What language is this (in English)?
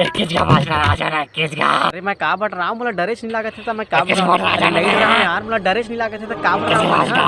Chhattisgarhi